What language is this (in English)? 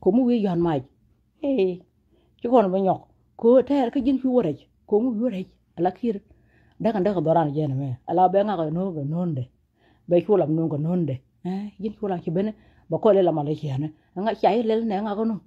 Nuer